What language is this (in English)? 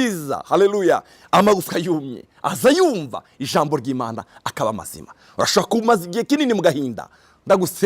Rundi